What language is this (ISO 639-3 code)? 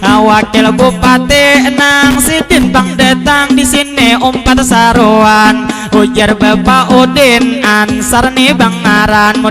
bjn